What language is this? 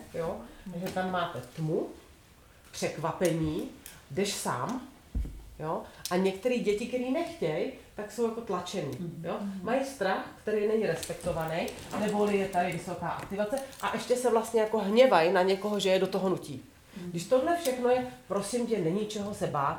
Czech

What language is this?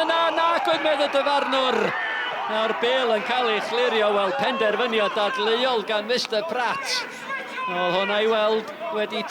Welsh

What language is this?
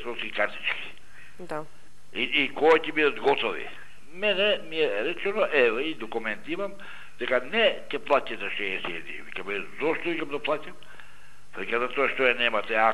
Macedonian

